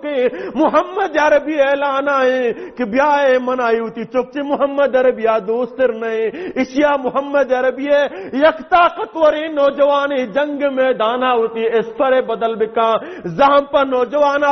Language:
Baluchi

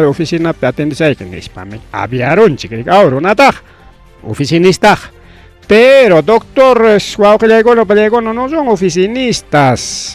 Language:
Ayacucho Quechua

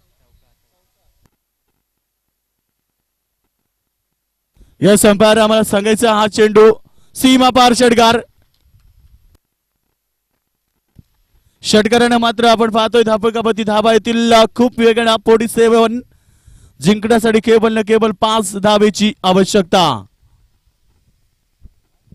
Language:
Marathi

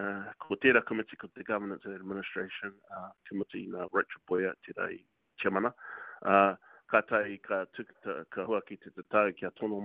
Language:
Māori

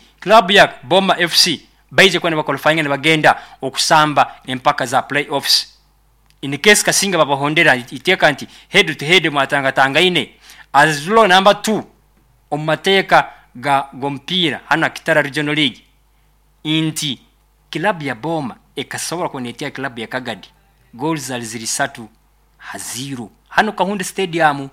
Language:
Nyoro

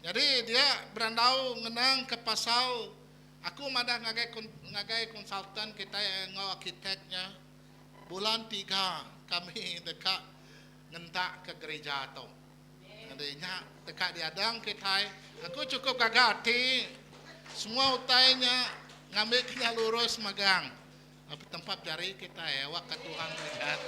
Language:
Iban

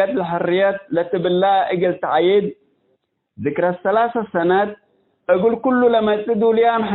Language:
Tigre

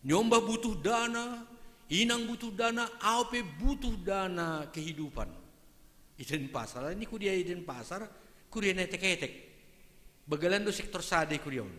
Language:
Batak Simalungun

